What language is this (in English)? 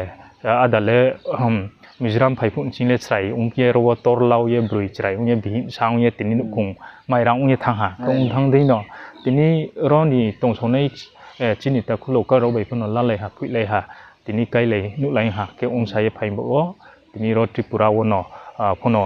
Riang (India)